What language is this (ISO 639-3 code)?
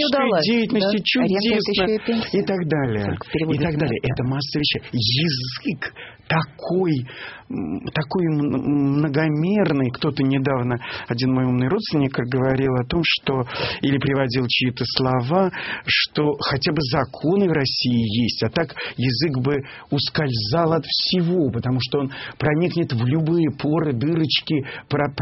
rus